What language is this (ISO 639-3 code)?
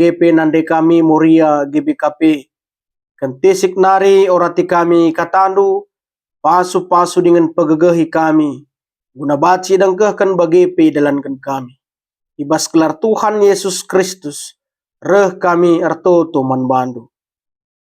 btx